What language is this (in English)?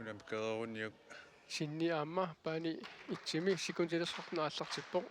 Kalaallisut